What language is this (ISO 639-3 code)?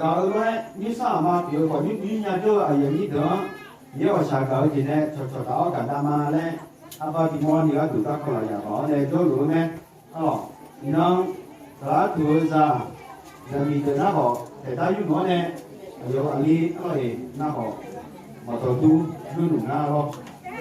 ahk